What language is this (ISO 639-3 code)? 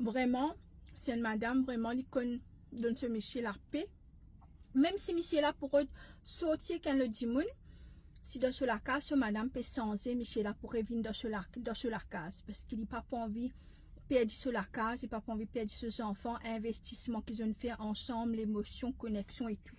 mfe